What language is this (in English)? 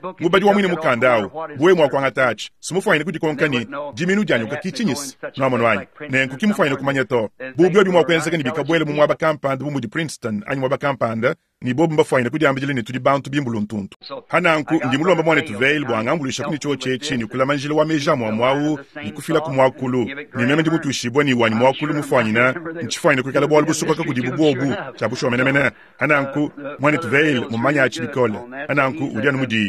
Luba-Lulua